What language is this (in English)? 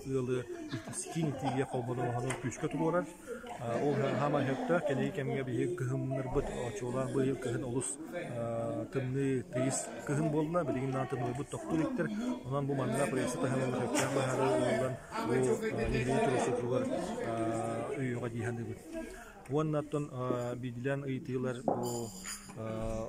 Yakut